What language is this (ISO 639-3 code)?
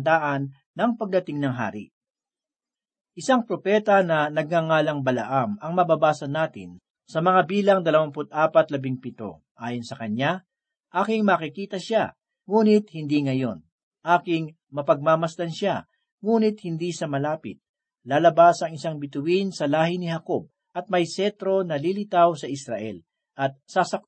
fil